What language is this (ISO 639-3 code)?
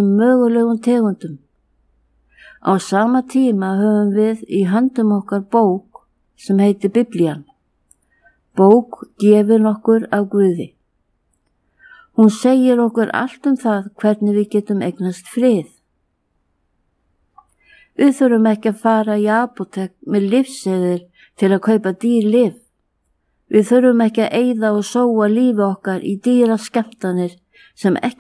isl